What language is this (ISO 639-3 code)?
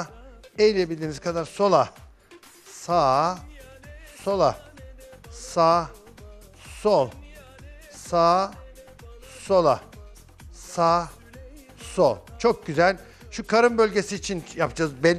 tur